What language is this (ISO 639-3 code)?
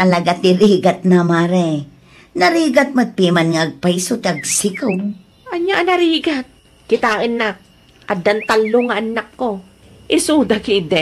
ilo